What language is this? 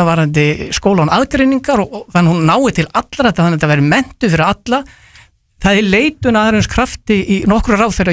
Icelandic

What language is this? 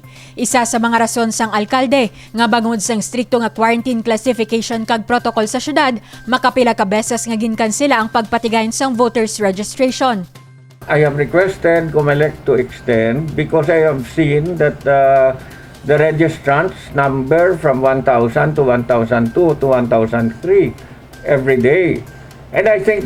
Hiligaynon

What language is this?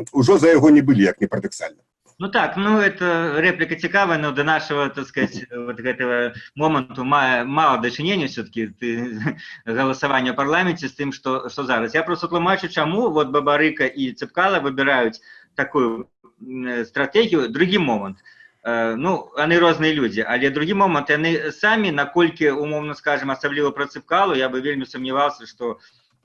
Belarusian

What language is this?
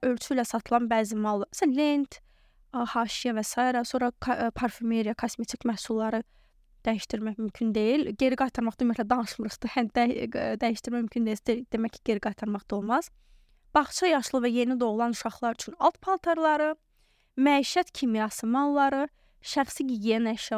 Azerbaijani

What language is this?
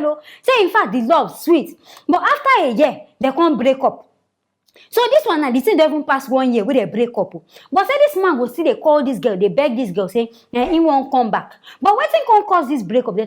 Nigerian Pidgin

